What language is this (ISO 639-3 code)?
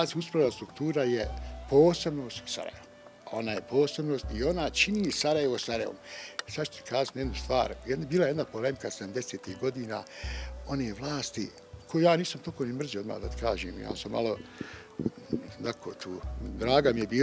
bos